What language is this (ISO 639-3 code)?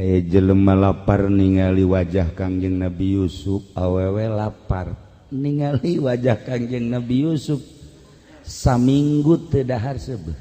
sun